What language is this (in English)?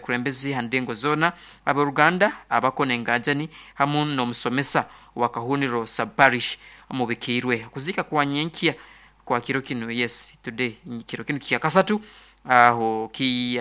Nyoro